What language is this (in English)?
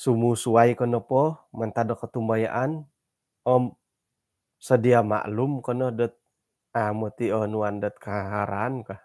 Central Dusun